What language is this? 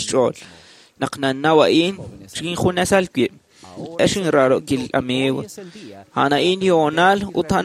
Kekchí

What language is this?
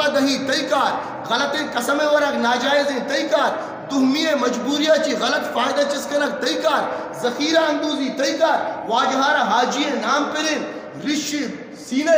Eastern Balochi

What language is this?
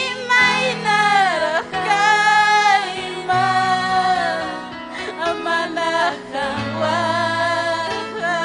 Ayacucho Quechua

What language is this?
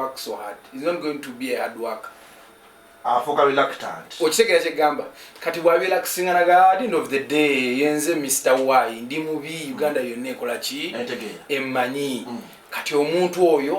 Ganda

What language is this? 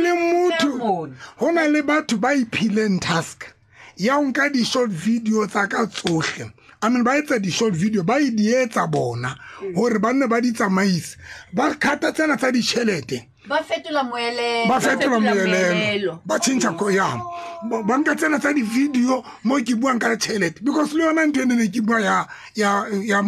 Tswana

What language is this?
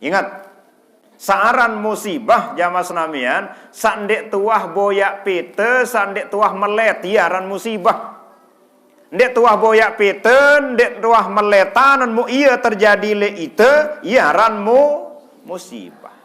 Sasak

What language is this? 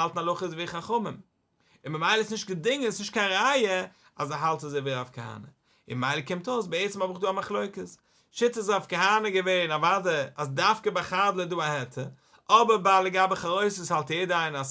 Yiddish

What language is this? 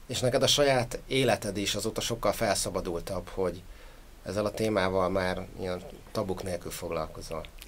Hungarian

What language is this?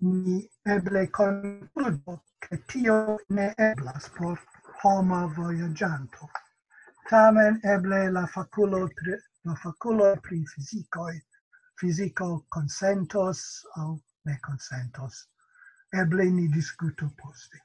Esperanto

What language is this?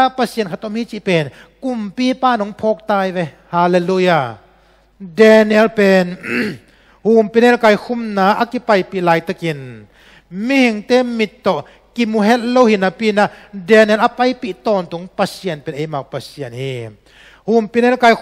Tedim Chin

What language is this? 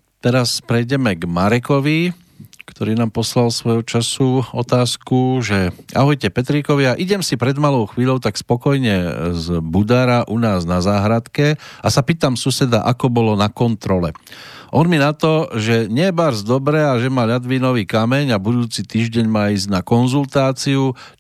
Slovak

